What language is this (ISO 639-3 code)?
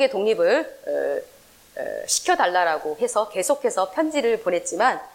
kor